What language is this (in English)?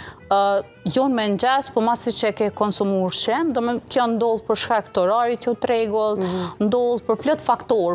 Albanian